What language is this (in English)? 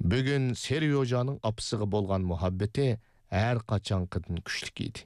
Uyghur